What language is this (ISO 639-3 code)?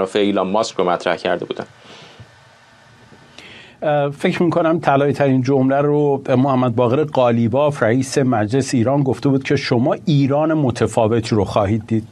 fas